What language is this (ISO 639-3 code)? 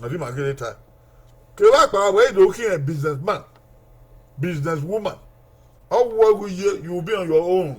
bin